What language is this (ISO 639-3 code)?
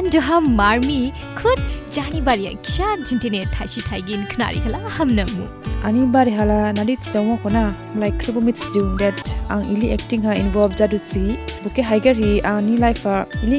dis